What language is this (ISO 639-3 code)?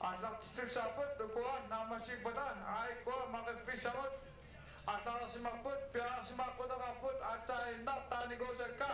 kal